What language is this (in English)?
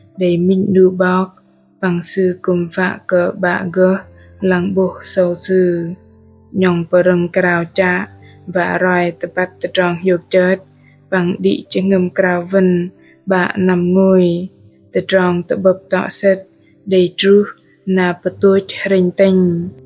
Bahnar